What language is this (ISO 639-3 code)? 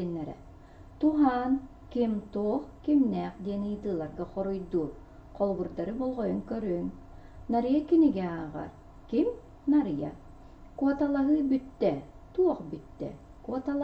sah